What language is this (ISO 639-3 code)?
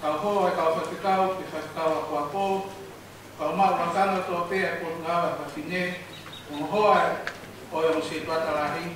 ton